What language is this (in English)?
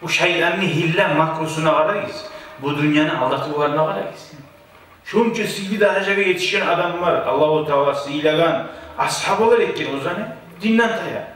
Kumyk